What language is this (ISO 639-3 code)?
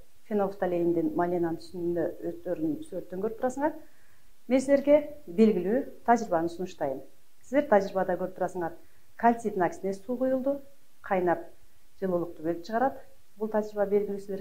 kir